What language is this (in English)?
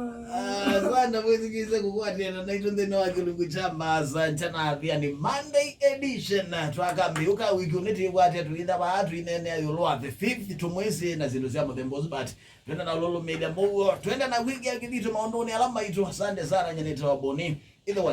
Kamba